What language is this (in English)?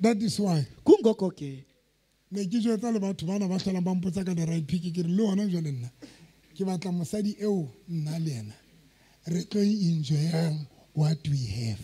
Southern Sotho